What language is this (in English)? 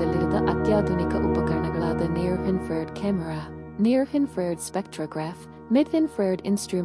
Kannada